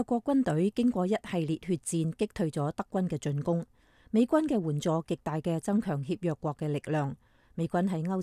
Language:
Cantonese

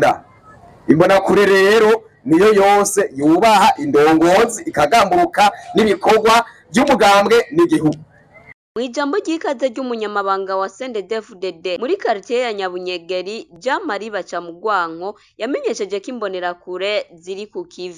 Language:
Rundi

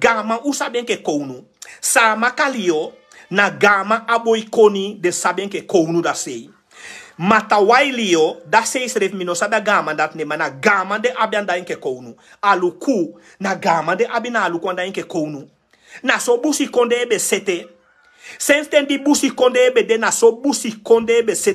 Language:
Sranan Tongo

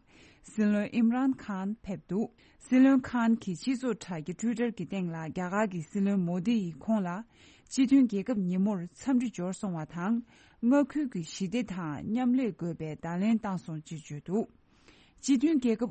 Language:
Tibetan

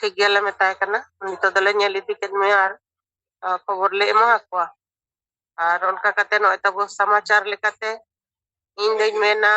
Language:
Santali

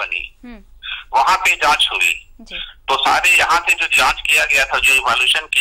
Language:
Hindi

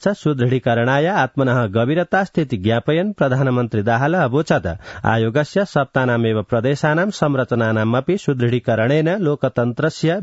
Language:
Sanskrit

